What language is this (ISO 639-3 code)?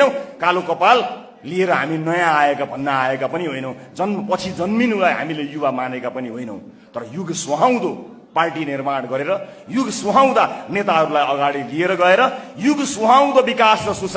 nep